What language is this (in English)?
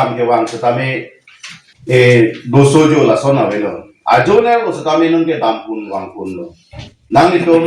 Karbi